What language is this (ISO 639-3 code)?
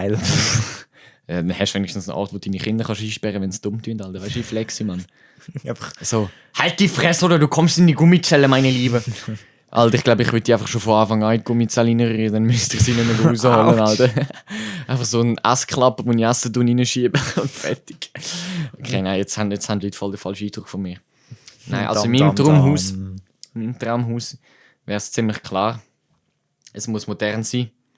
gsw